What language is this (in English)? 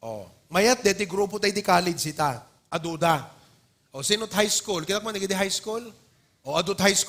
Iloko